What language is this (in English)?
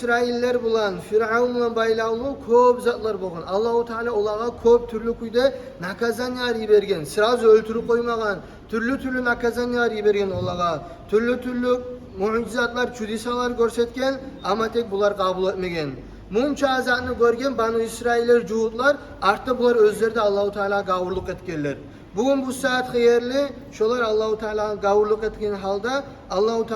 Kumyk